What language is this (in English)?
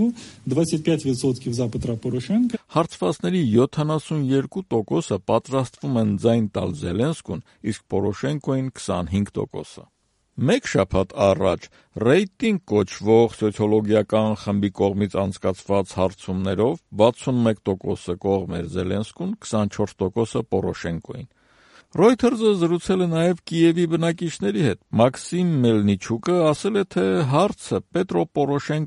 Armenian